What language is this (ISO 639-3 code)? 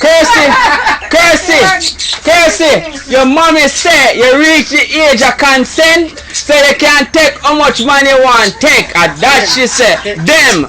jam